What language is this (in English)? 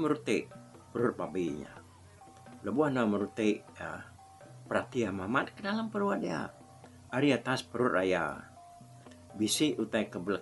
Iban